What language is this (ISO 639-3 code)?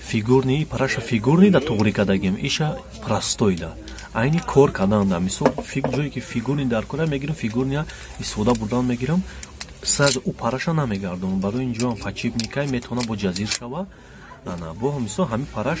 tgk